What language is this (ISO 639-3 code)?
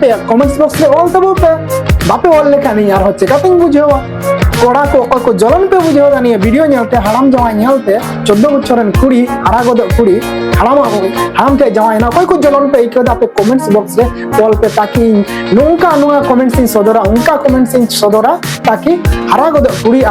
sat